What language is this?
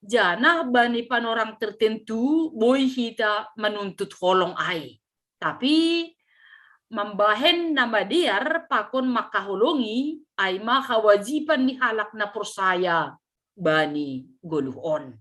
Batak Simalungun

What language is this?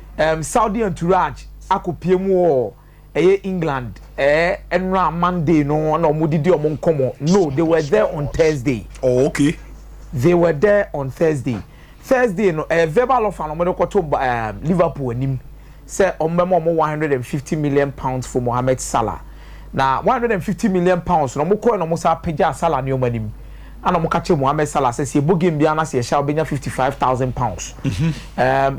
Akan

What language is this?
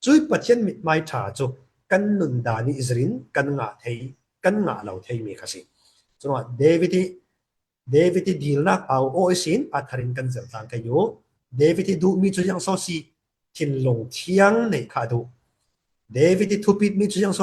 Falam Chin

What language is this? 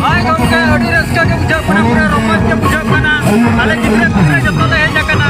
Santali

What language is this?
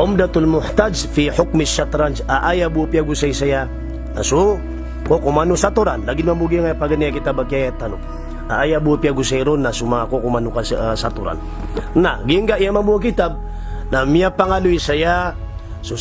Maranao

